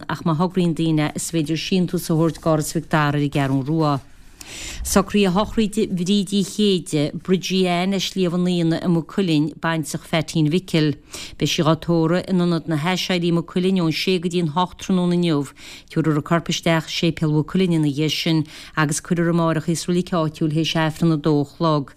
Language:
Irish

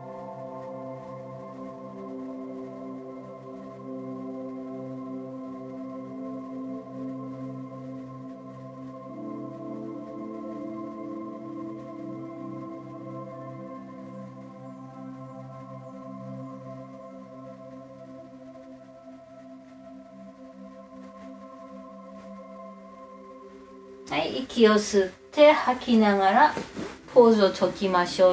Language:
Japanese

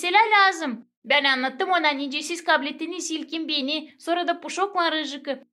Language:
Gagauz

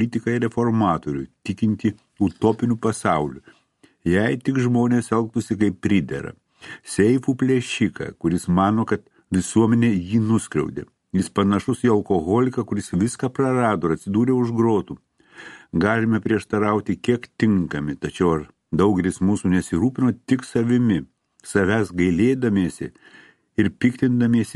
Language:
Lithuanian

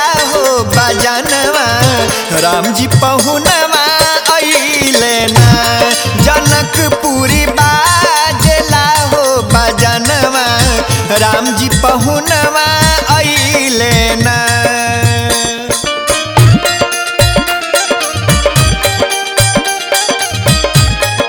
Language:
Bhojpuri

